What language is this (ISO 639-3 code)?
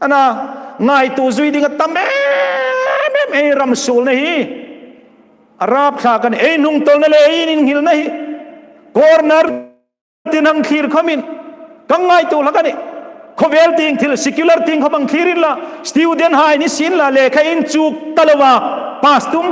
hmr